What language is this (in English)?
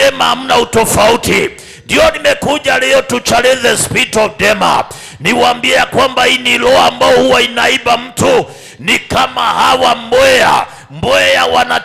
Swahili